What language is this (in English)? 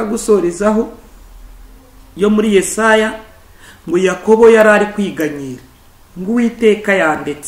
Kinyarwanda